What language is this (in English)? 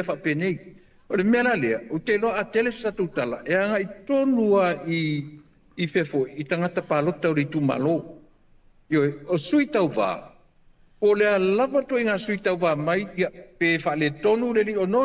Samoan